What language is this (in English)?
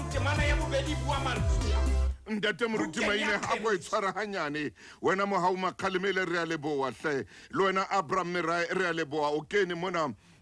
Southern Sotho